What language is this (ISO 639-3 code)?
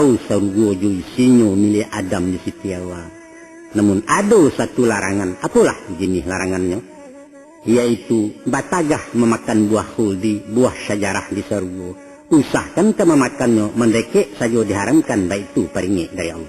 min